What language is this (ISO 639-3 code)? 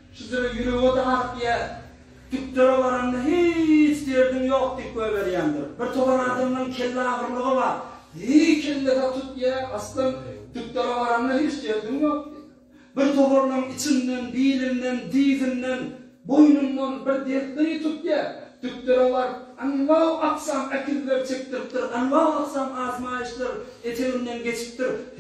tuk